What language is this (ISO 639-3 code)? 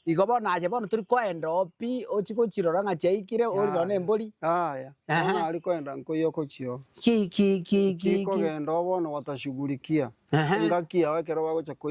guz